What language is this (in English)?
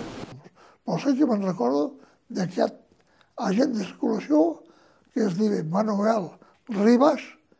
Catalan